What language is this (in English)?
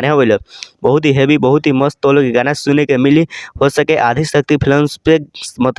Bhojpuri